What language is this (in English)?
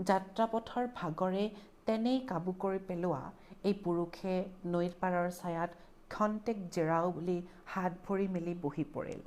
Assamese